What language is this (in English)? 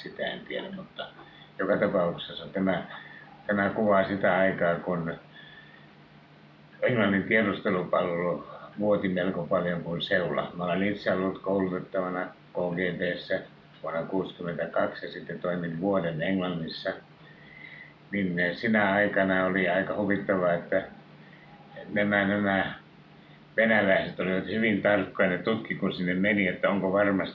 Finnish